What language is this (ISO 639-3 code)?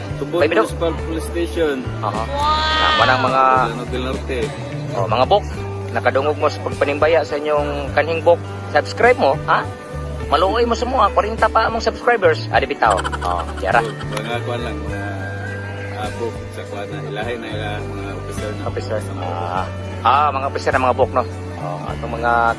ceb